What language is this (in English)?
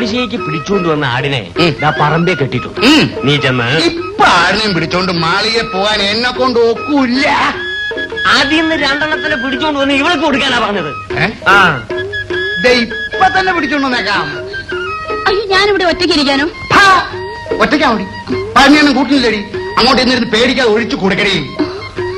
Malayalam